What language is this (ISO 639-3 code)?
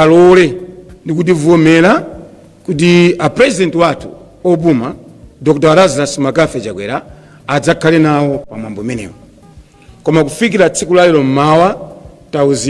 nya